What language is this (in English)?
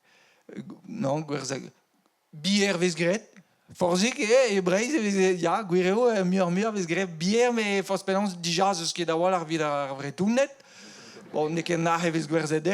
Breton